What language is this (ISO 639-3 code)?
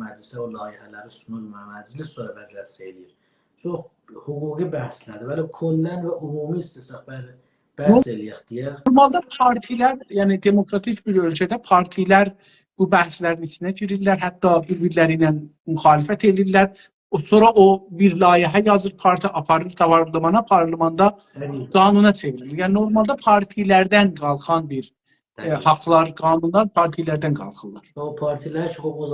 azb